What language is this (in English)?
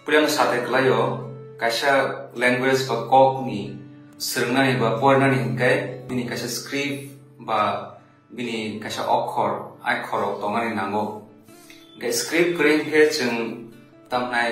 Kok Borok